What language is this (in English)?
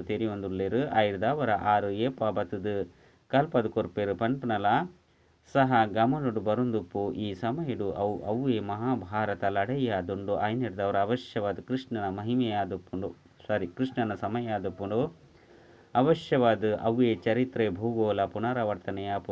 Tulu